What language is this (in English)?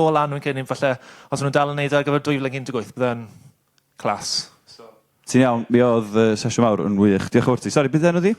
Welsh